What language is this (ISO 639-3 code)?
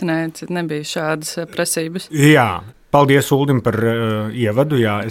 lav